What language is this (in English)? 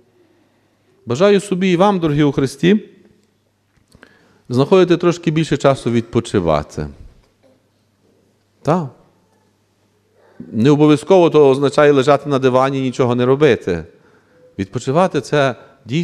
Ukrainian